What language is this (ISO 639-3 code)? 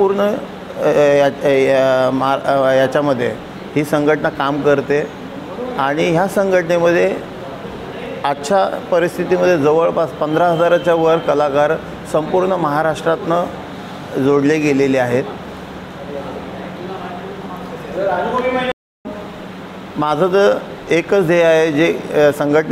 mar